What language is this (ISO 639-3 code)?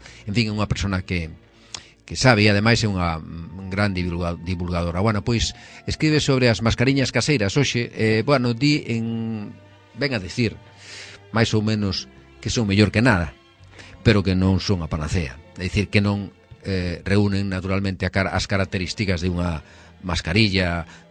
glg